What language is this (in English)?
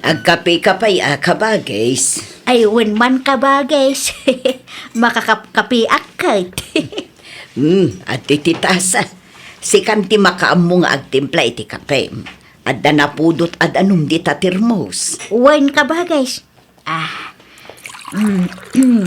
Iloko